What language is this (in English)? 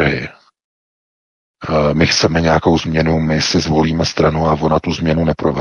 Czech